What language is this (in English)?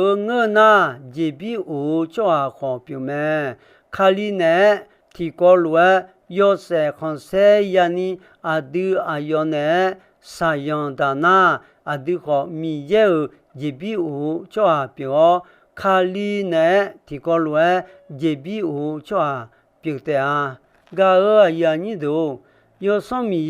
Akha